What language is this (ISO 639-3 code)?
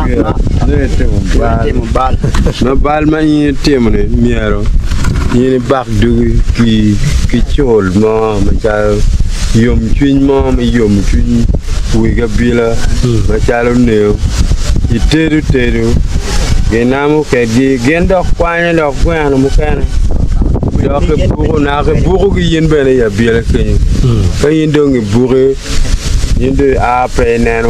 ach